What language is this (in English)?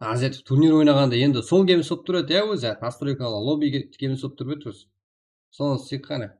Kara-Kalpak